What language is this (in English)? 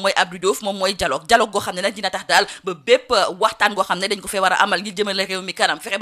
Wolof